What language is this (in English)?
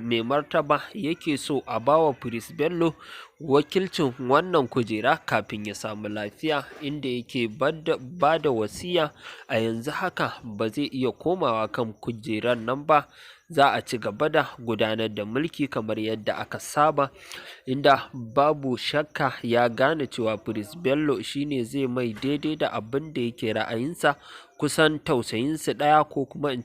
Hausa